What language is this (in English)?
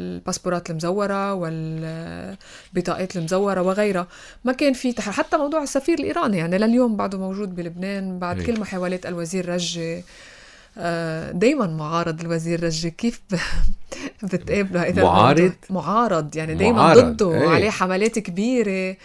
North Levantine Arabic